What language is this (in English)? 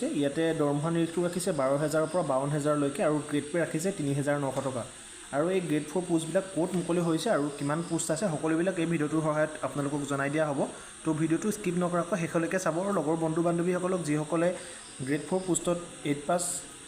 Assamese